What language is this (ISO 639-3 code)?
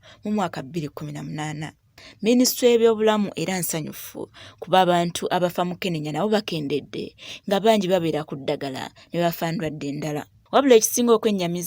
lug